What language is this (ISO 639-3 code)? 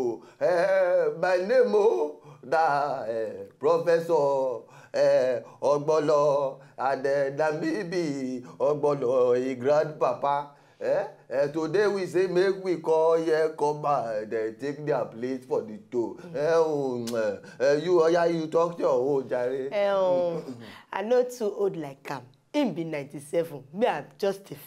pcm